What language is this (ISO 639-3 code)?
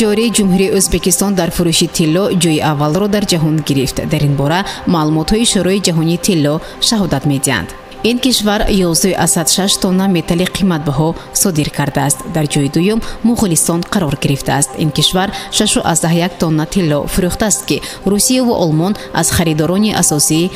tgk